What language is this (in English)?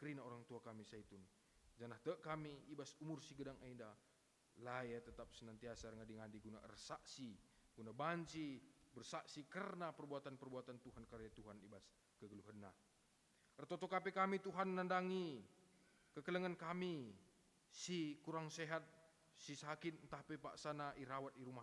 Batak Karo